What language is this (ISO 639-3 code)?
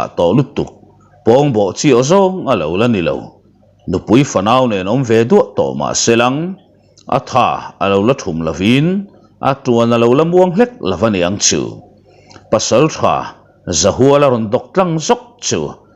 lus